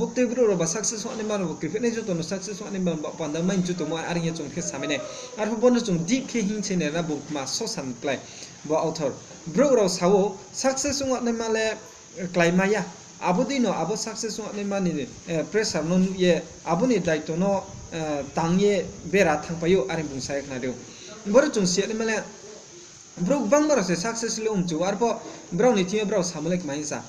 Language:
Riang (India)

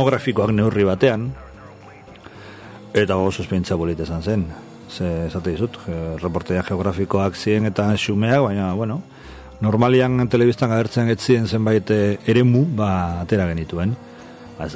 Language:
Basque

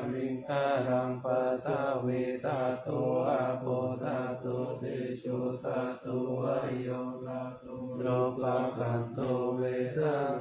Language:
Pali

